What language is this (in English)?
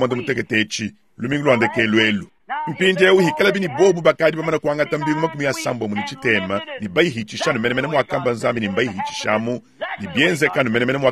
Luba-Lulua